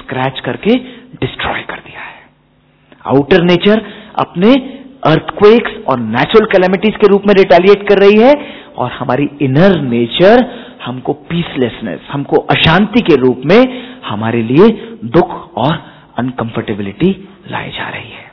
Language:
Hindi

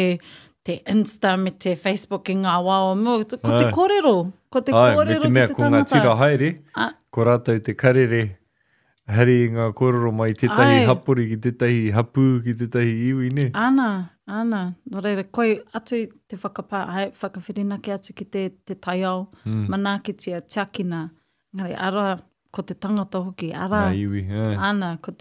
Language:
Māori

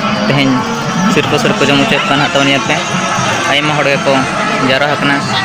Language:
Santali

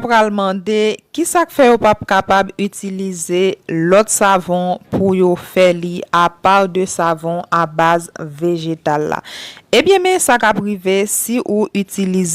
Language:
Haitian Creole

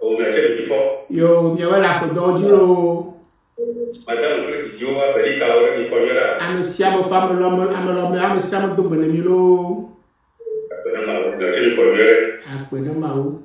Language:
Ewe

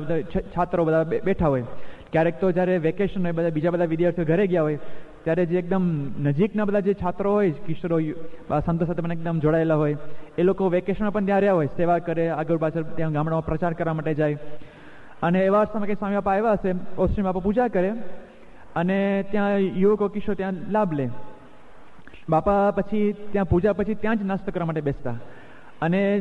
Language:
Gujarati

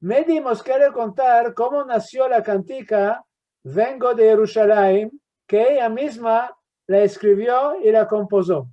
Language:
Ladino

